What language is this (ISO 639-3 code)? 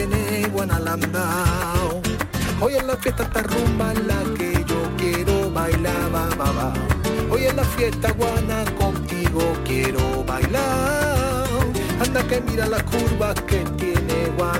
spa